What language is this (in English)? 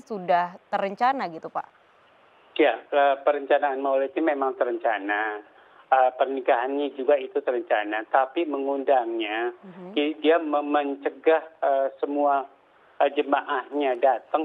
Indonesian